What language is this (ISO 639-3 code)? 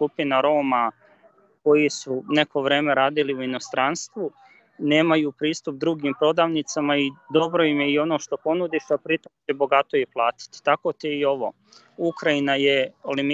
srp